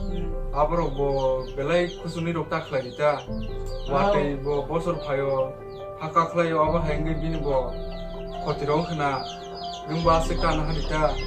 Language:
Kok Borok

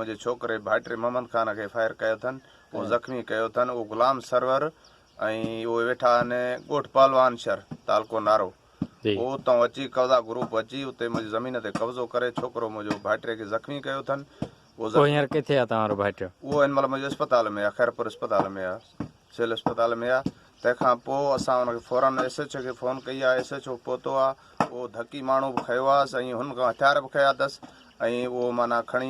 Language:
Sindhi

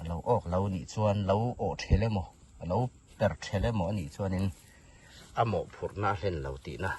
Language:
Hmar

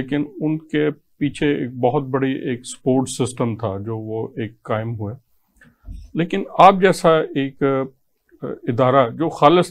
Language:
Urdu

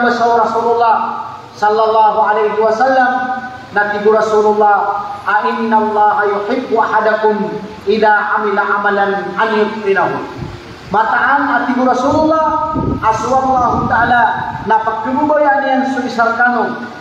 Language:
Maranao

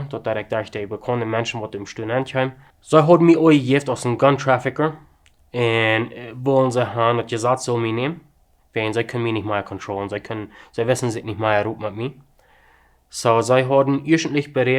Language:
Plautdietsch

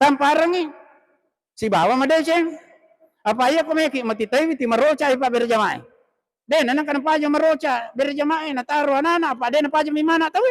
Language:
Buginese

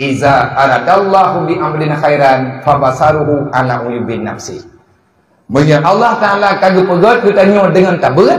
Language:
Achinese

